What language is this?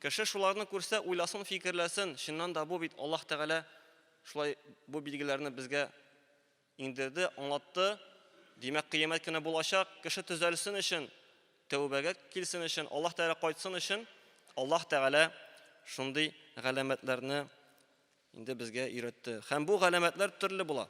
Tatar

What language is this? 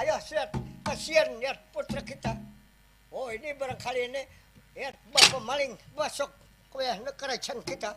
Banjar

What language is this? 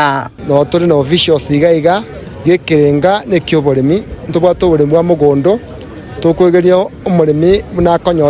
Gusii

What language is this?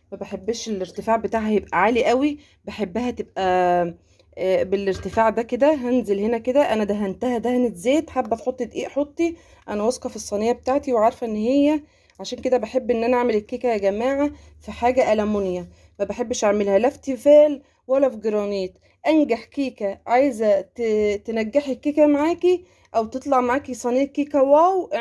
Egyptian Arabic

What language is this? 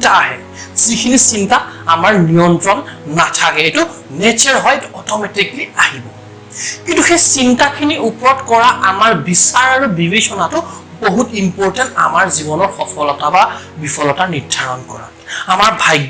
Assamese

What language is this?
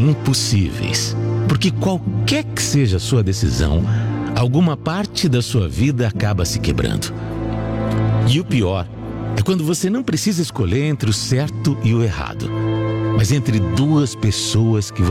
Portuguese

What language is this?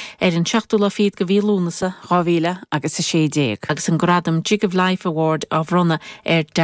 Irish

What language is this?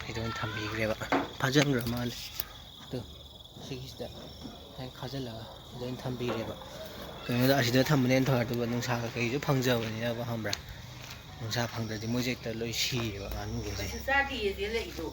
Manipuri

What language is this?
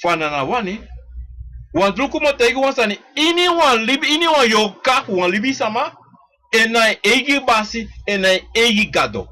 Sranan Tongo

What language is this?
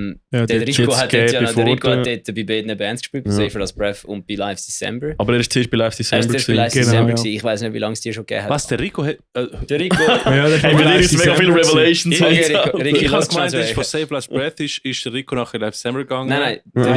Swiss German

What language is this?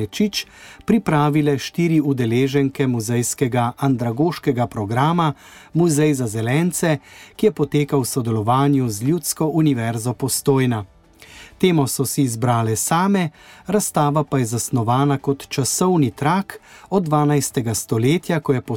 Slovenian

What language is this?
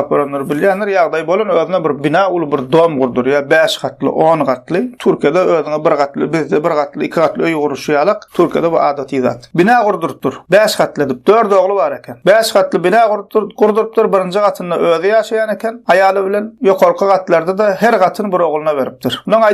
Turkmen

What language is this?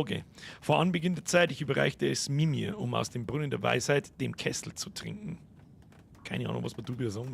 Bavarian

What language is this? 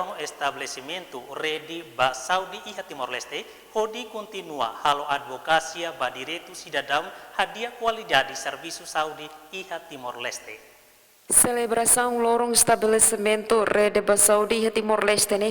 Tetum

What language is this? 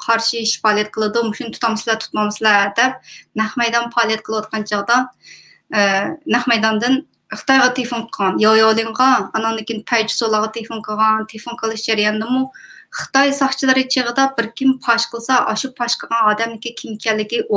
Uyghur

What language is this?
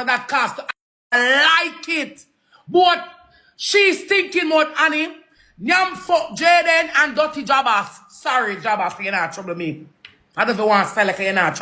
Jamaican Creole English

